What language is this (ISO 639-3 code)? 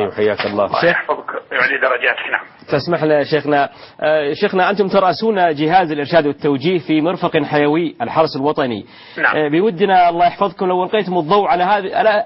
ara